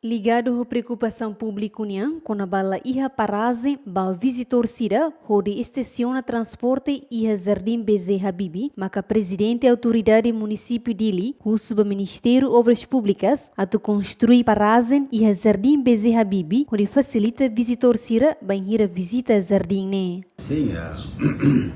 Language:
Tetum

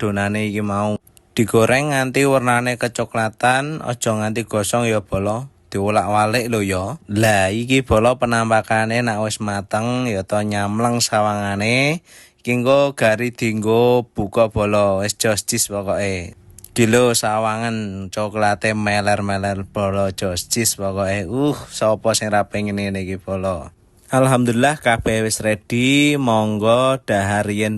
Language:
Javanese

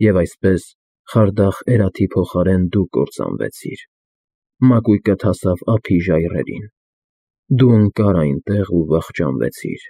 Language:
Armenian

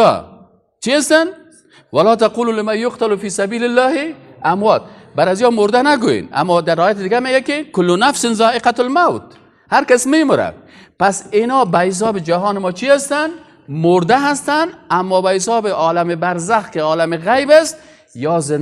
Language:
Persian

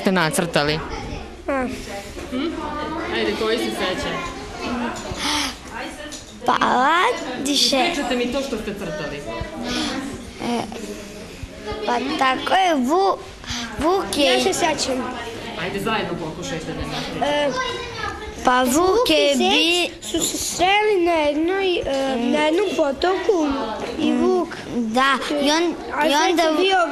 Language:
Serbian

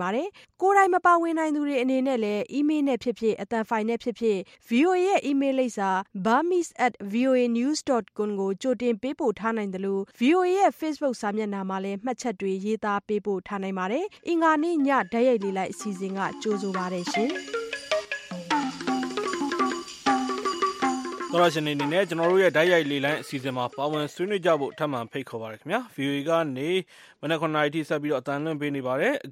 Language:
Burmese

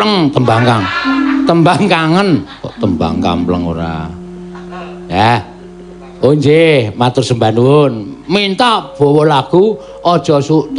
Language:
Javanese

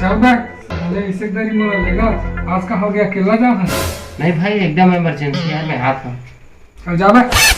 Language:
Chhattisgarhi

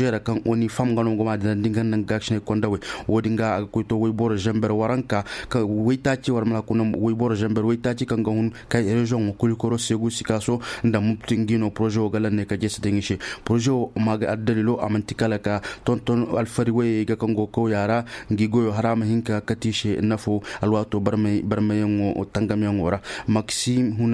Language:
Koyraboro Senni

